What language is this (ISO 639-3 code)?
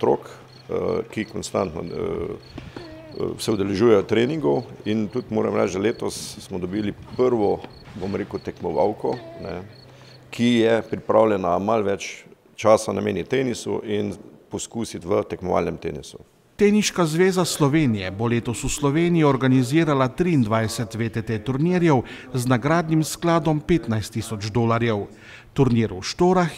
slv